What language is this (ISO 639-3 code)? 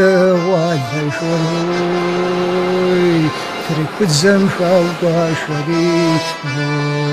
kbd